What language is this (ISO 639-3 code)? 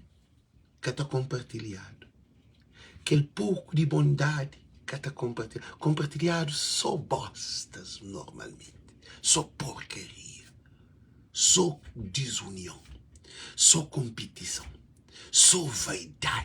kea